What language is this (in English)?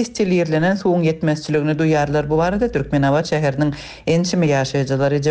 Turkmen